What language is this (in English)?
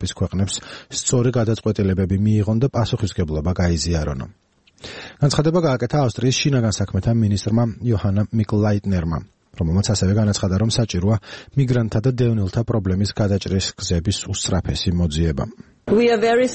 Georgian